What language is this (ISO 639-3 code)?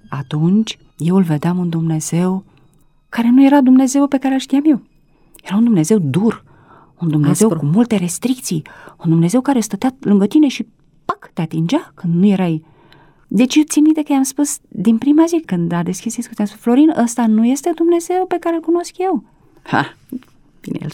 ron